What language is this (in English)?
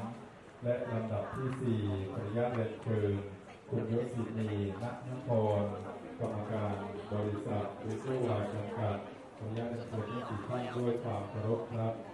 Lao